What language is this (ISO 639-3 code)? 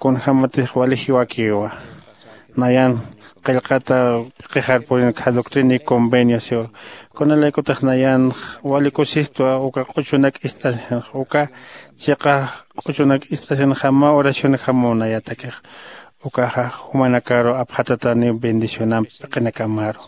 aym